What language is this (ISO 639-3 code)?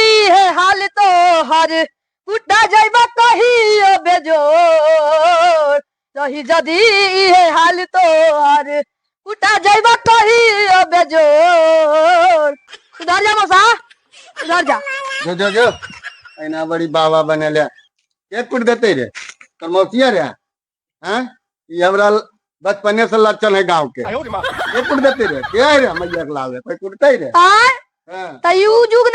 mag